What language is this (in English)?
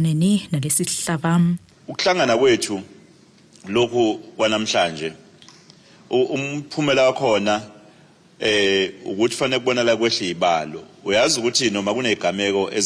Zulu